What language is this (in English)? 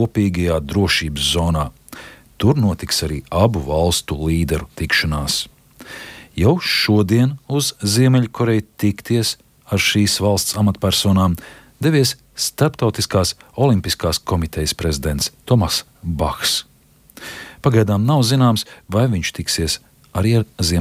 Latvian